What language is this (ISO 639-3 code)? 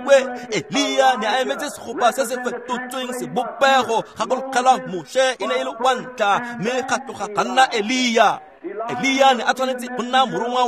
tsn